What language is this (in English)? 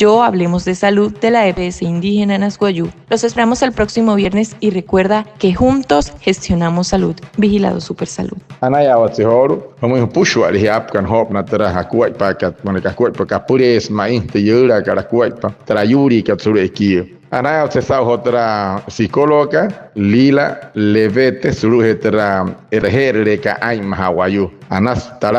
Wayuu